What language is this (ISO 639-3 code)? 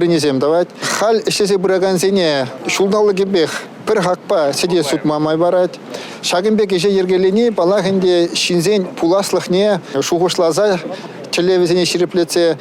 chv